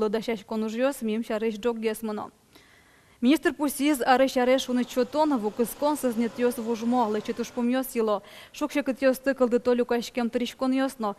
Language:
Udmurt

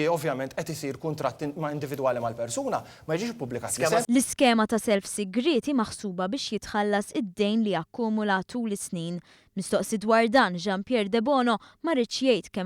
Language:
Maltese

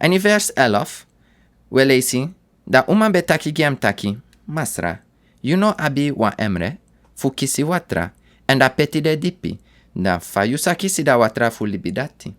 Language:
Sranan Tongo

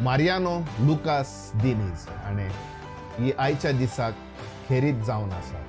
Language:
Konkani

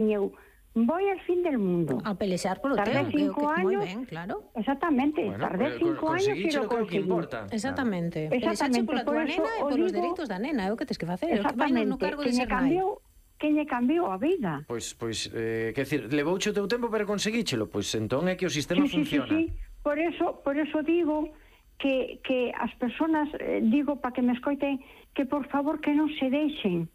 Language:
Galician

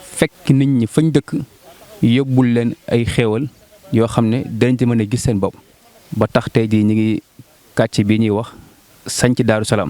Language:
Wolof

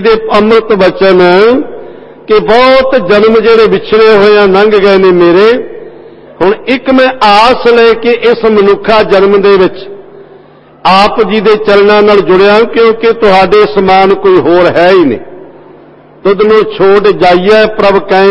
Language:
Punjabi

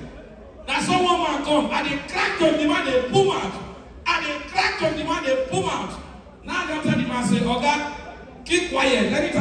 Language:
Nigerian Pidgin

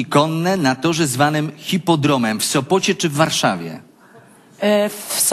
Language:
Polish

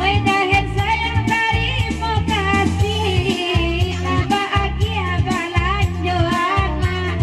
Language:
Minangkabau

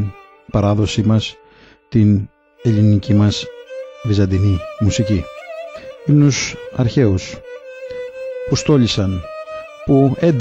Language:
Greek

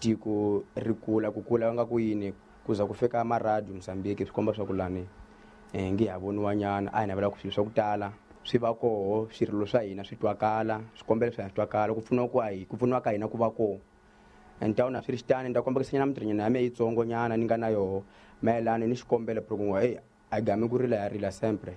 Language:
Tsonga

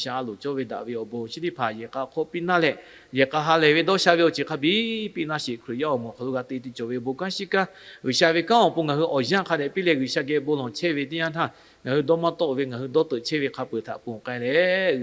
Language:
Lahu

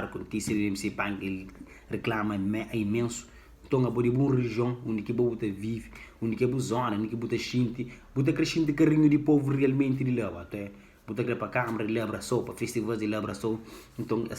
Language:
Kabuverdianu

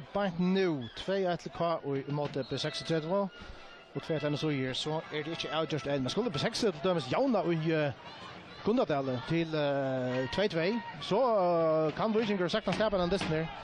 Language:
Faroese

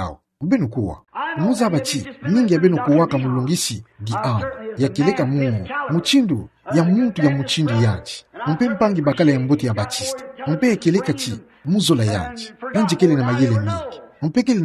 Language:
Kituba (Democratic Republic of Congo)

